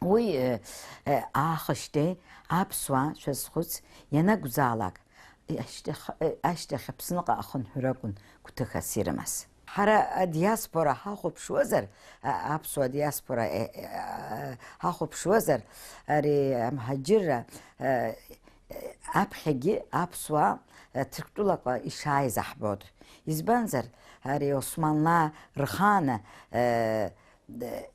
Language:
Abkhazian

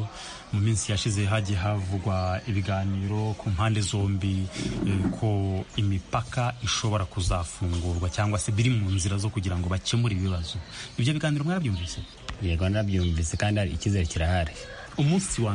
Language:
Kinyarwanda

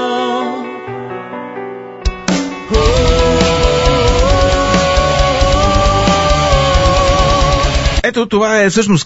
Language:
Bulgarian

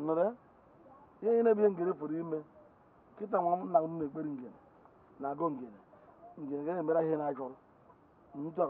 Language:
Igbo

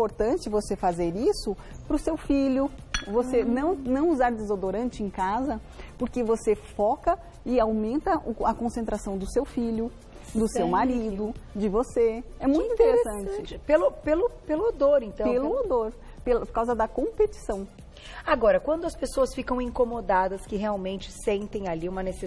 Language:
Portuguese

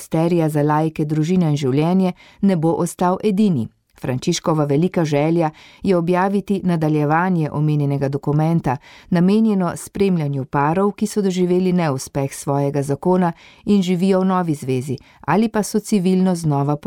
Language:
Slovenian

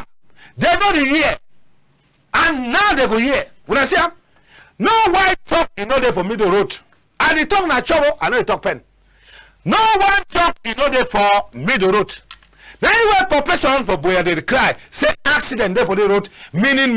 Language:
Cameroon Pidgin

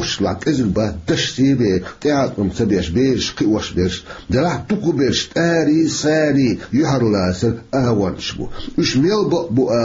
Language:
Chechen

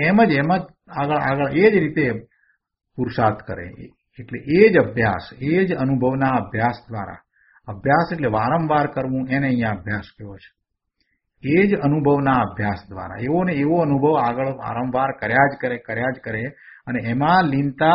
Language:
Gujarati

